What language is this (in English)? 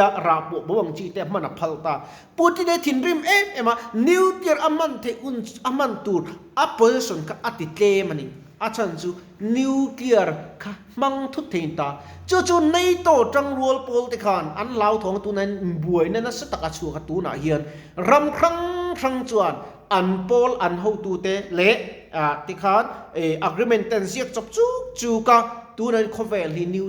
Mizo